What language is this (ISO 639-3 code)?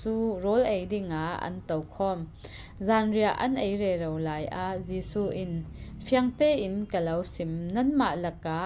cfm